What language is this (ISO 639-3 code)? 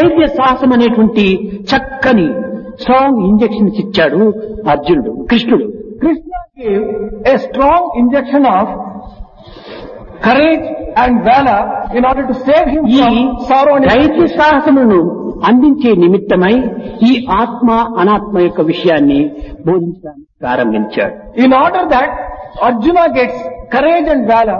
tel